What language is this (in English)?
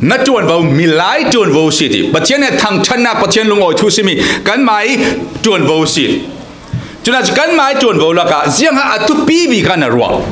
Falam Chin